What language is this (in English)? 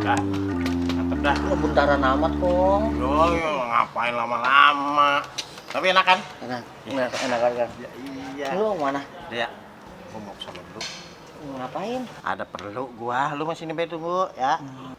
Betawi